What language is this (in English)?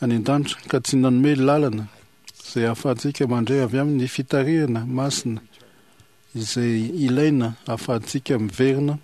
Malagasy